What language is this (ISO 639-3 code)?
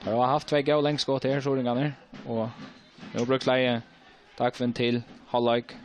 fao